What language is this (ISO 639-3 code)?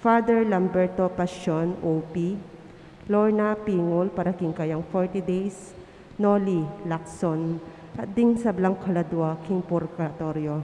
pam